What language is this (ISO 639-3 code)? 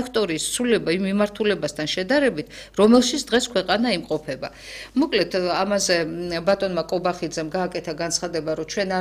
kat